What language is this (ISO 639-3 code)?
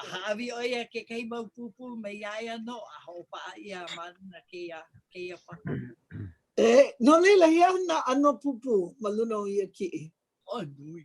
haw